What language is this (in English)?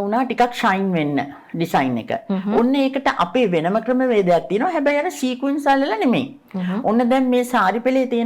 Sinhala